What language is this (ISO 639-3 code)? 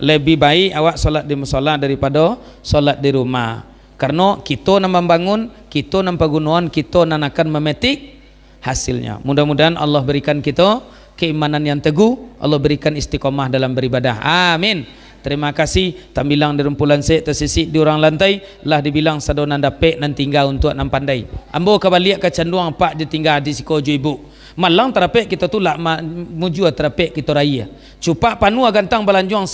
min